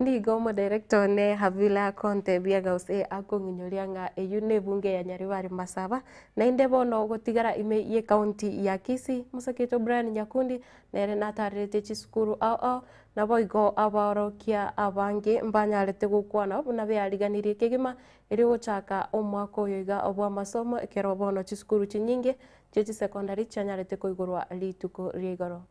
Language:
Gusii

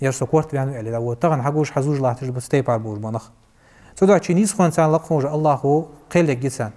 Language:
Ingush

